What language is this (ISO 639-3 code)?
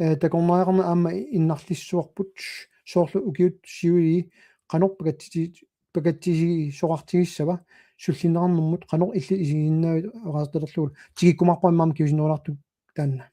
kal